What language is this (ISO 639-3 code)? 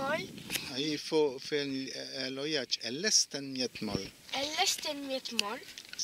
wln